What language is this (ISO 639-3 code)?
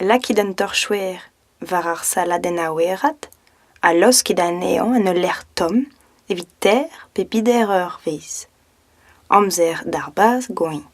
bre